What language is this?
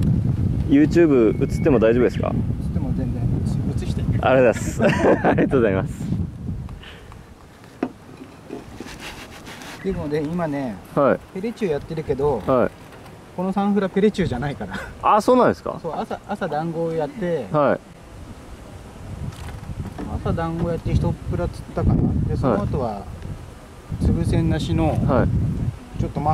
Japanese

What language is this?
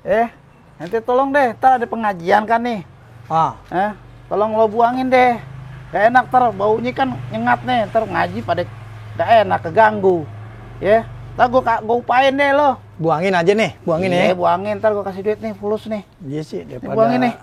Betawi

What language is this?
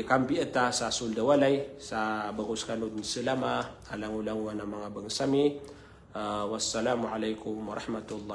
Maranao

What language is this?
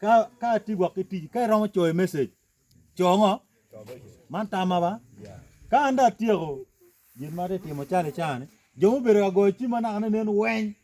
Acoli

